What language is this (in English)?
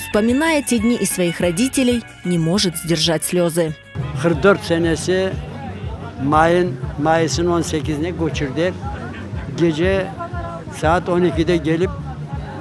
Crimean Tatar